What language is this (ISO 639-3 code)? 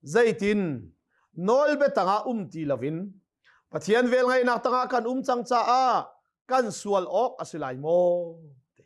cnh